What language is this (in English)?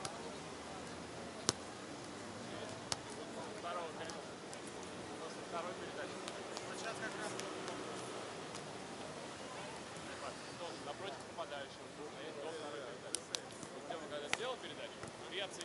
Russian